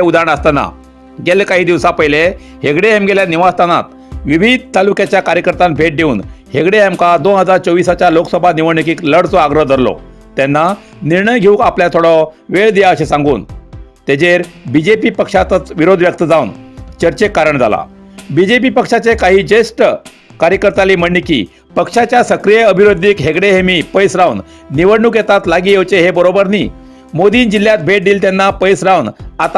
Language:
Konkani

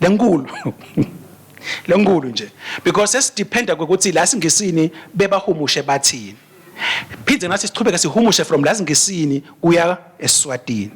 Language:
Swati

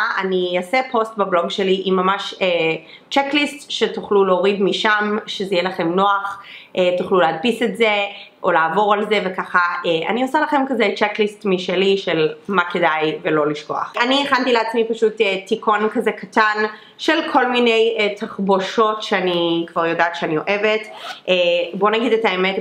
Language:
Hebrew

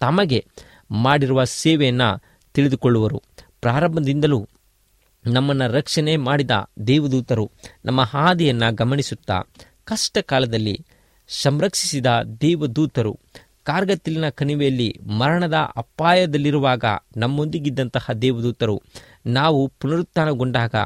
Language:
Kannada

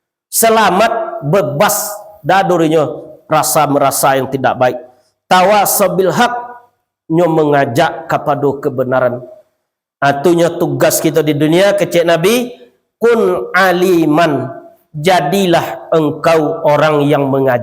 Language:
Minangkabau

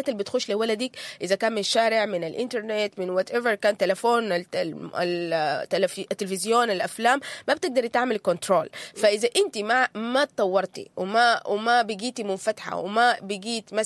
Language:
Sudanese Arabic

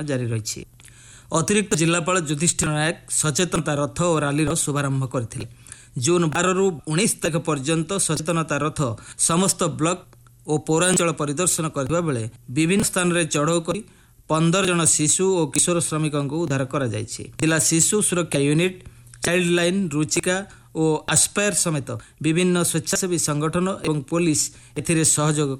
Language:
Odia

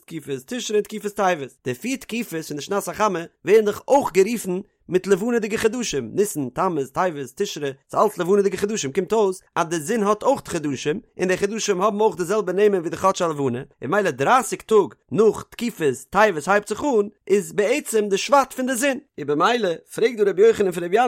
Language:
Yiddish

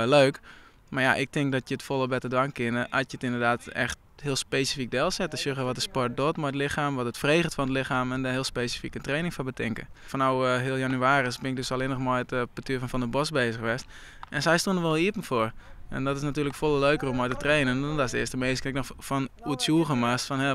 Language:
Western Frisian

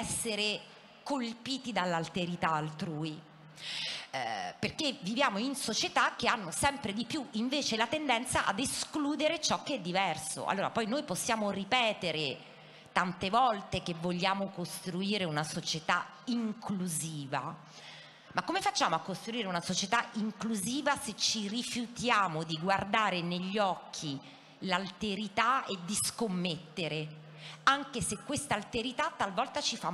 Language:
Italian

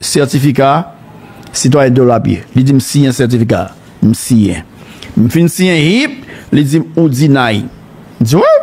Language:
Haitian Creole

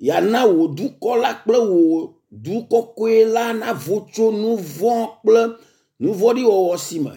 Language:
Ewe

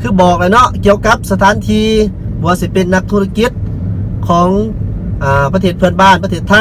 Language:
Lao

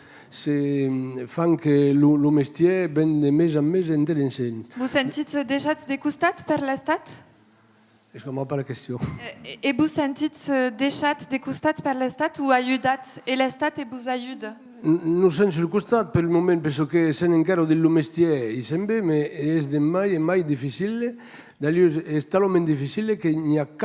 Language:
Occitan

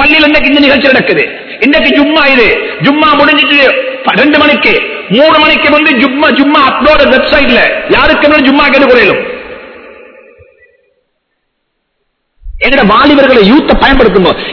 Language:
Tamil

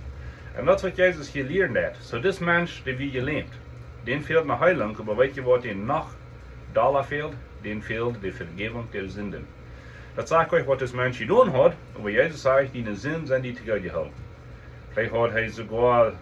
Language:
Plautdietsch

